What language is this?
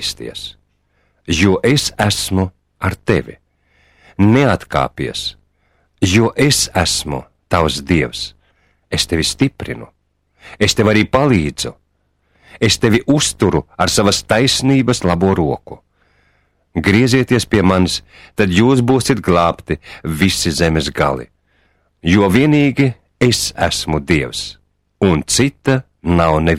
Latvian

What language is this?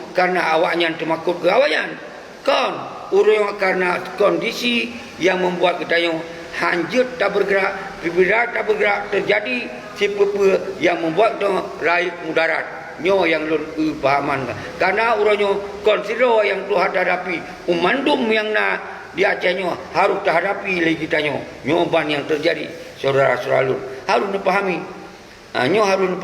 Achinese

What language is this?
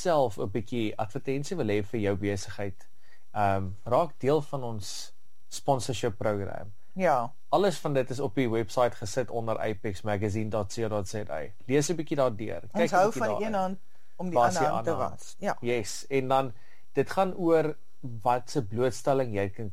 Afrikaans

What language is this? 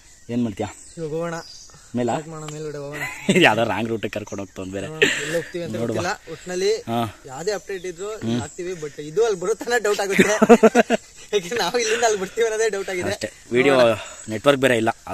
Kannada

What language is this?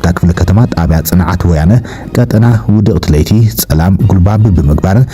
Tigrinya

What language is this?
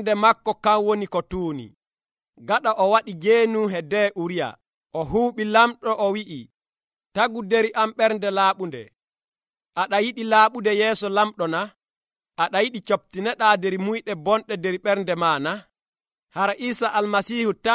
Nigerian Fulfulde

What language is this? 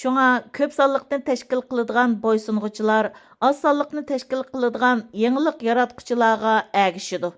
Uyghur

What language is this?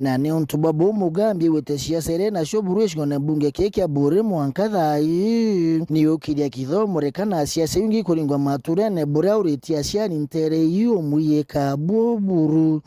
Meru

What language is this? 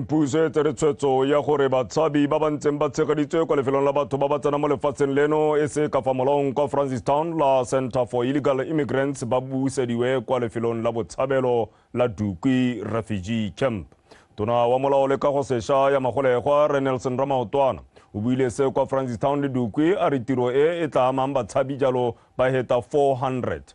Tswana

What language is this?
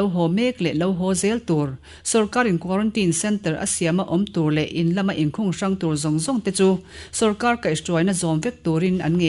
Mizo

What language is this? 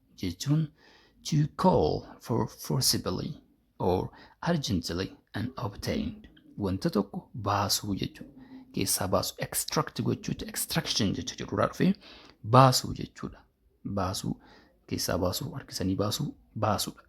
Oromo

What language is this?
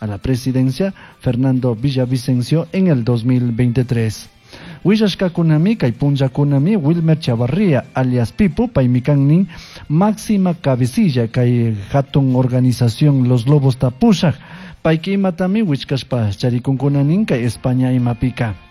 Chimborazo Highland Quichua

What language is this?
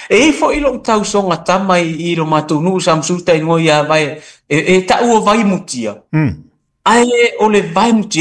Samoan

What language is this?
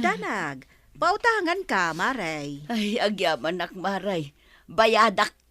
Iloko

